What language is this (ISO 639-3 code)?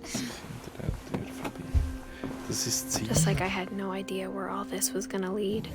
gsw